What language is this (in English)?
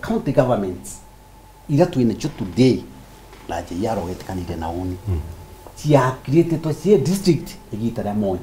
Meru